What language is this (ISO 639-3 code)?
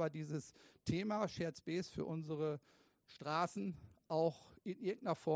deu